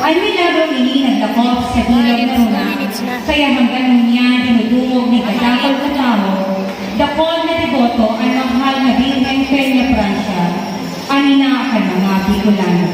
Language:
Bikol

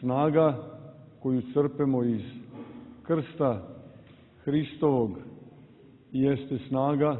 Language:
Serbian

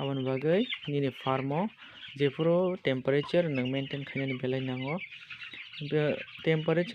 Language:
Kok Borok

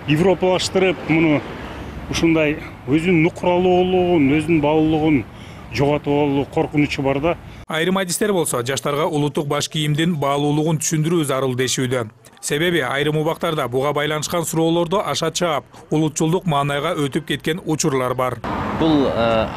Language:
Kyrgyz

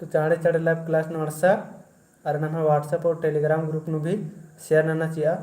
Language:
Kurukh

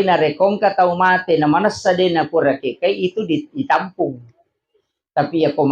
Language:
Buginese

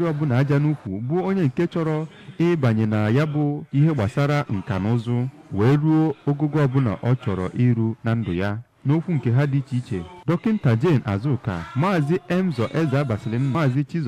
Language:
Igbo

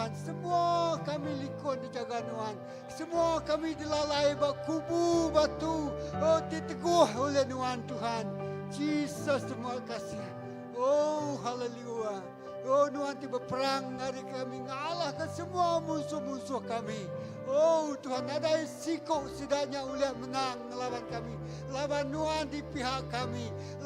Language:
Iban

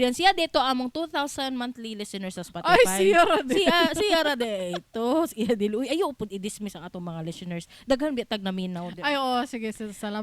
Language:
Cebuano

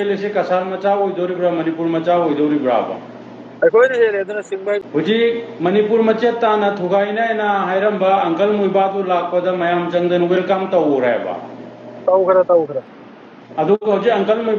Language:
Manipuri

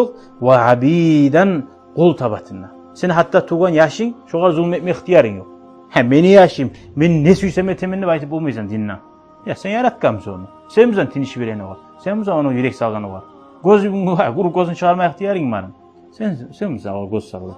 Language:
Kumyk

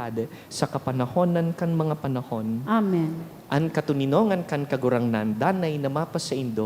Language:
Bikol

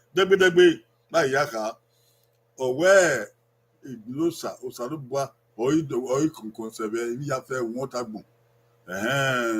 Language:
Bini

